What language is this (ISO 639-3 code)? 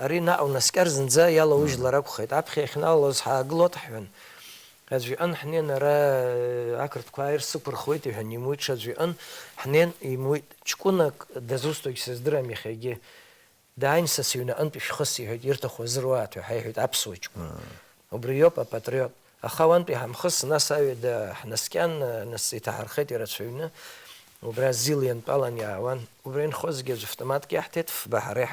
abk